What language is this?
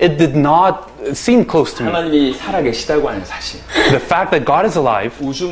Korean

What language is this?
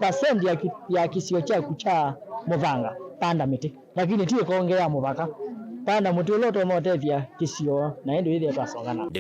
Kamba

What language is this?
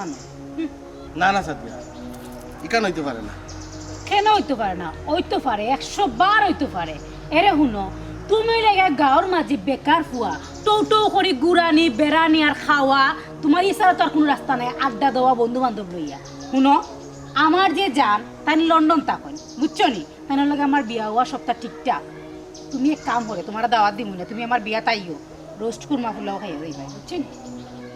Sylheti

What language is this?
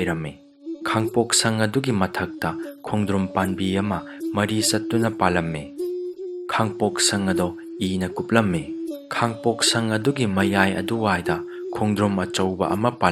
Manipuri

